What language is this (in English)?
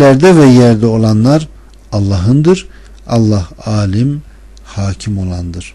Turkish